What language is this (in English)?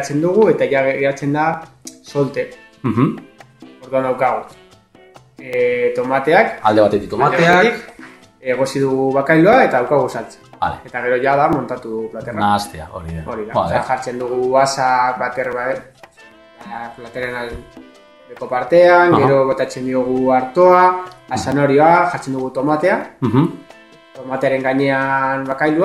Basque